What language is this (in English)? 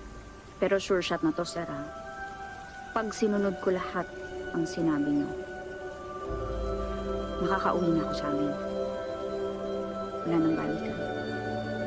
Filipino